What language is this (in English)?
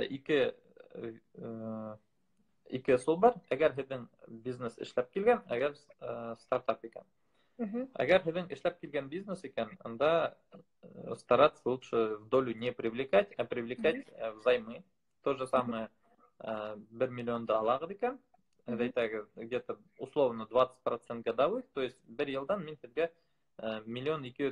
Bashkir